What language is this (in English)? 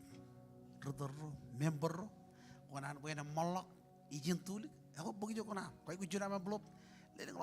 Marshallese